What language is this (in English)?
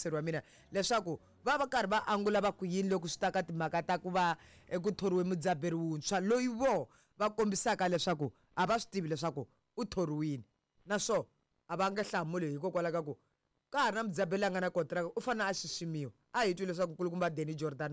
Tsonga